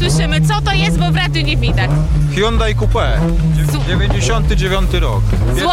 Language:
Polish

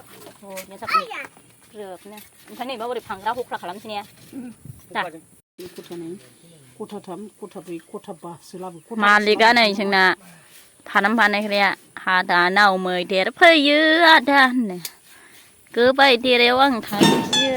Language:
Bodo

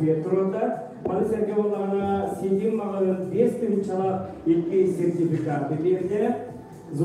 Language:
Yakut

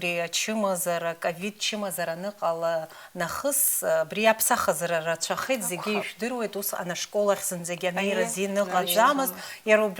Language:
Abkhazian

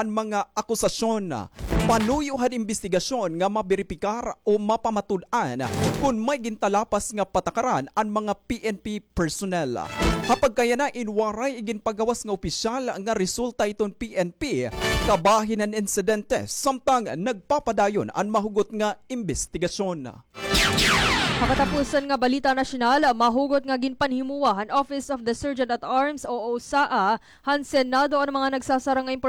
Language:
Waray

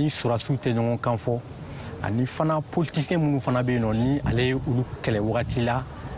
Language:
Bambara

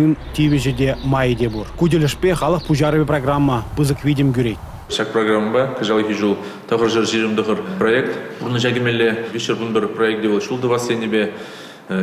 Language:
Chuvash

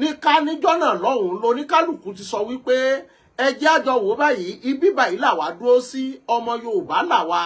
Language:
Yoruba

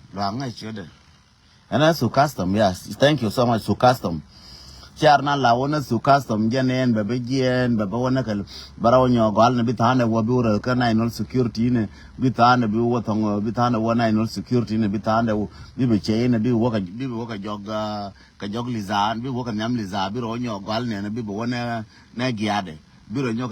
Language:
Nuer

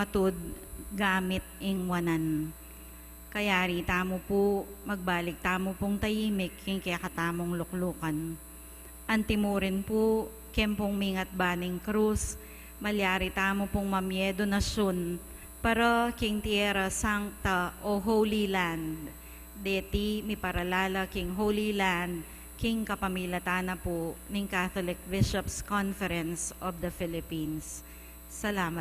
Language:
Pampanga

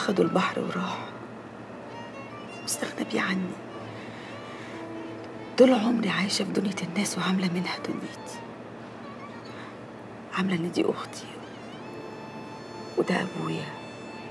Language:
Egyptian Arabic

